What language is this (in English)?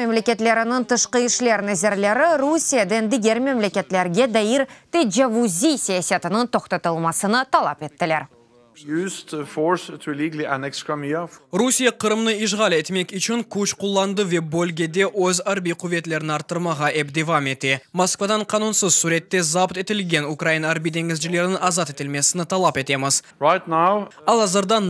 Crimean Tatar